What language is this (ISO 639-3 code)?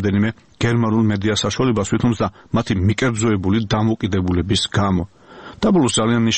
kat